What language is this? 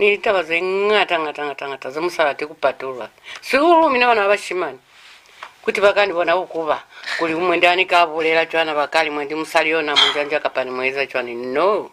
Lozi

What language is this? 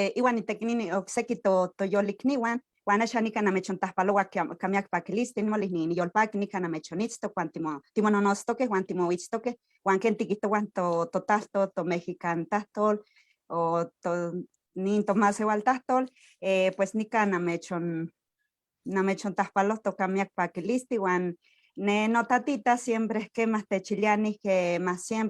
Eastern Huasteca Nahuatl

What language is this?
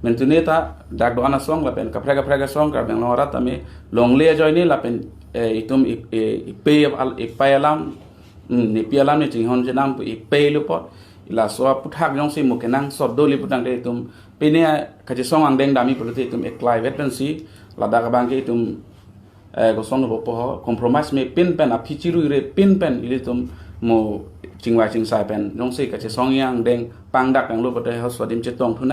Karbi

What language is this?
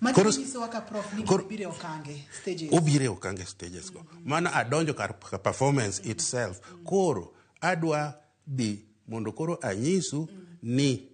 Luo (Kenya and Tanzania)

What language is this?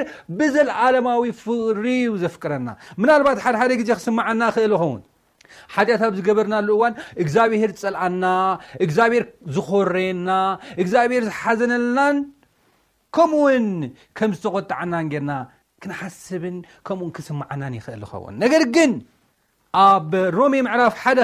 Tigrinya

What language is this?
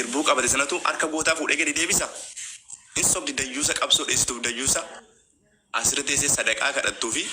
Oromo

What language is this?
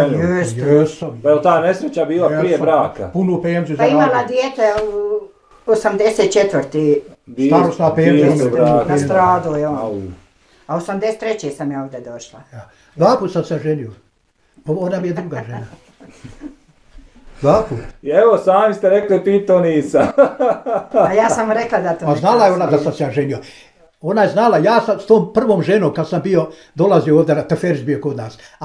Bosnian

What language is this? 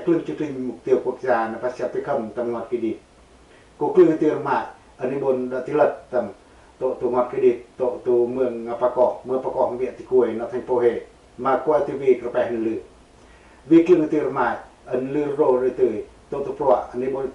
Pacoh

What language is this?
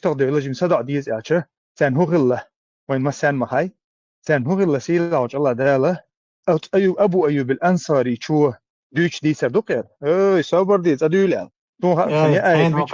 Chechen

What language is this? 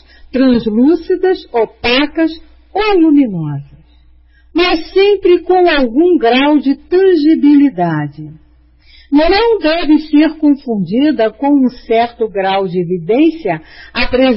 Portuguese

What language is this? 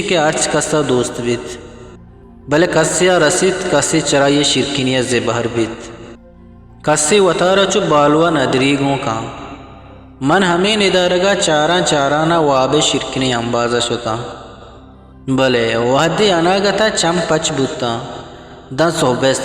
Eastern Balochi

